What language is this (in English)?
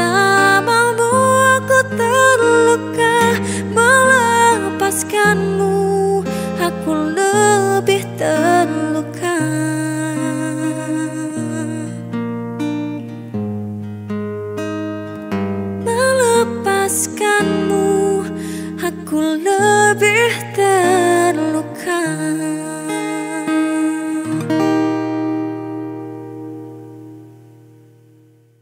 Indonesian